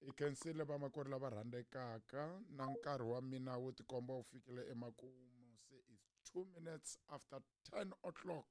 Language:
Tsonga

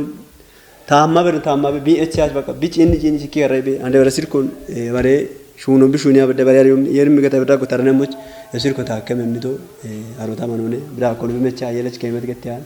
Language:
Kafa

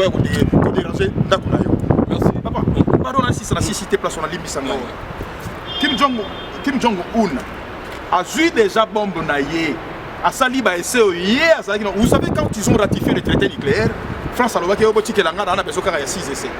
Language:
Lingala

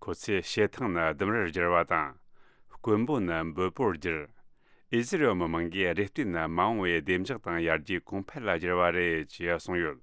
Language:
Tibetan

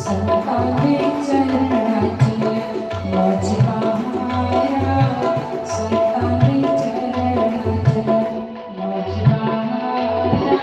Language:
Dogri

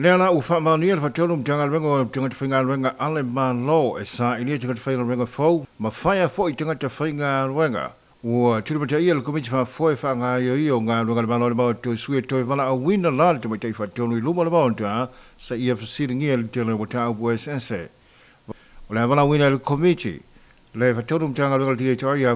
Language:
Samoan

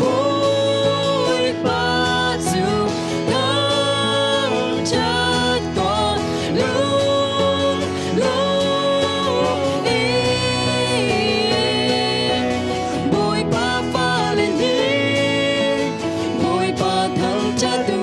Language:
Hakha Chin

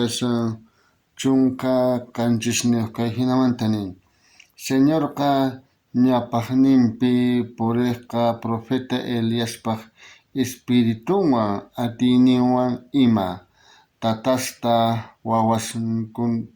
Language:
South Bolivian Quechua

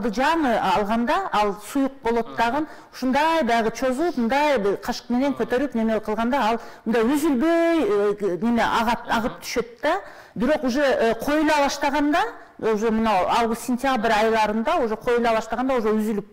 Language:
Kyrgyz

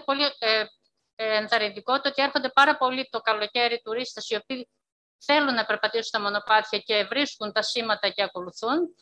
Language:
Greek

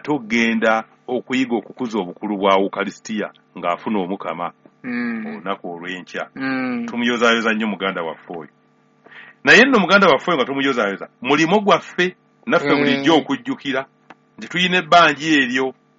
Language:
Ganda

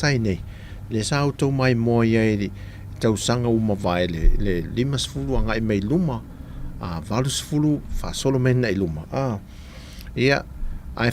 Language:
Samoan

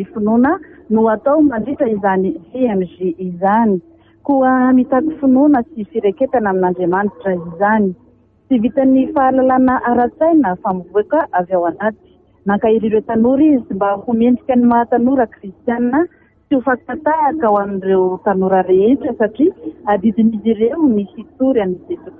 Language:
Malagasy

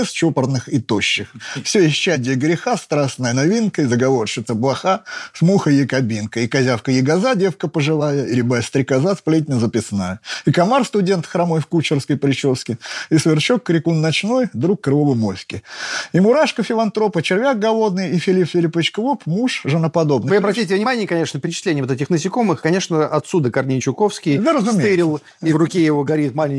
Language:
Russian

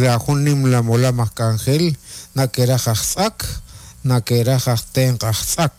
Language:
Kekchí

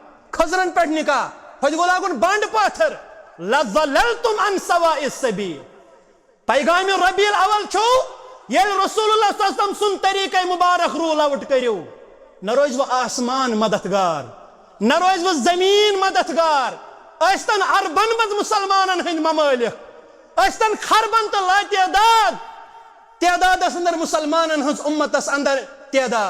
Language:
Kashmiri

